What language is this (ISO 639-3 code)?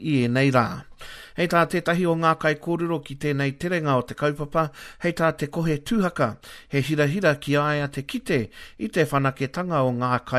mri